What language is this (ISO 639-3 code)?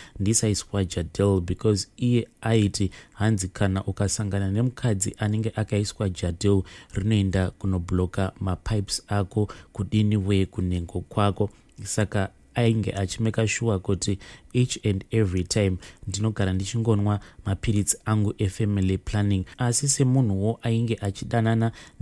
sna